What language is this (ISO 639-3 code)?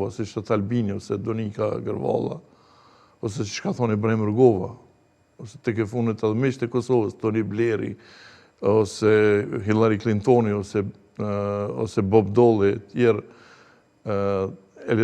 sqi